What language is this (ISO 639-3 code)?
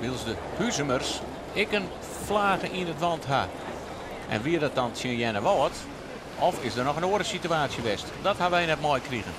fry